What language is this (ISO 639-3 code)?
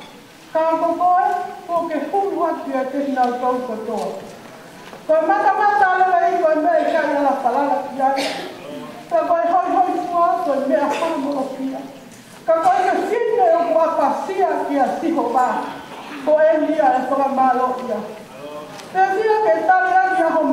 ton